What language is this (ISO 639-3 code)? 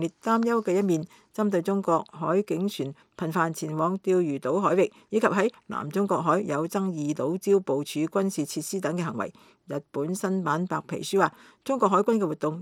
yue